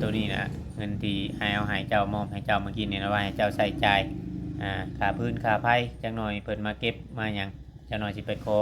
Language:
Northeastern Thai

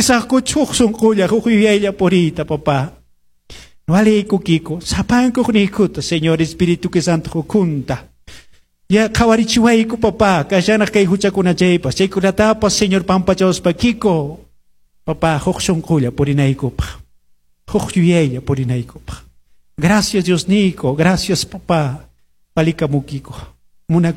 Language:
Quechua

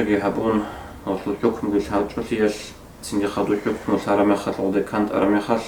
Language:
Avaric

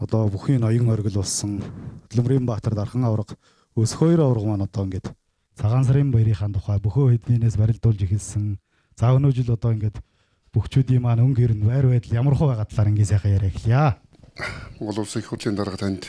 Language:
Mongolian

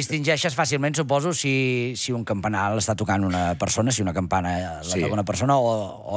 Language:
Catalan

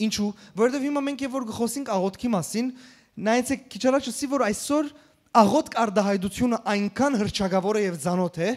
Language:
Western Armenian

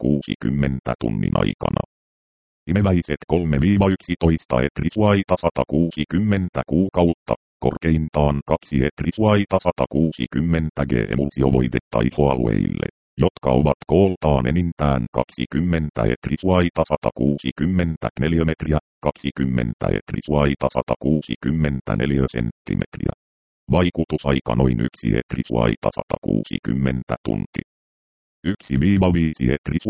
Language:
Finnish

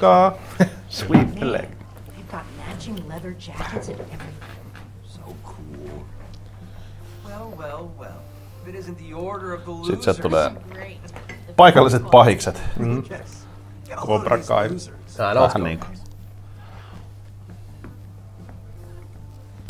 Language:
Finnish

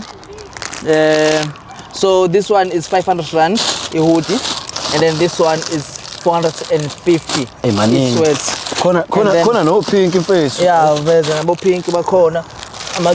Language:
Zulu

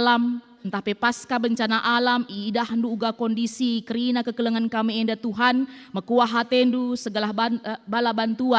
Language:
Batak Karo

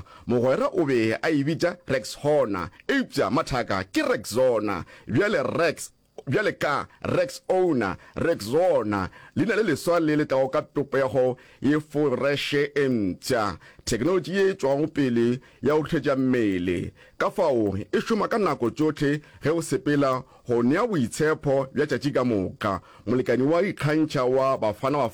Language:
Northern Sotho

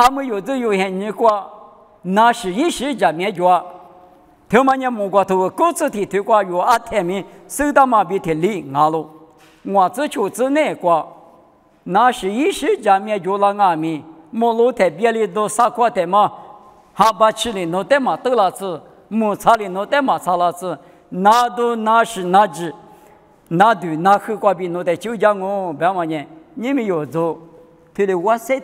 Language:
Lisu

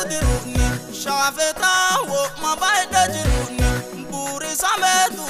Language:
Sidamo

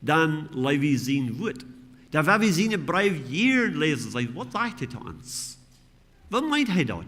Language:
Plautdietsch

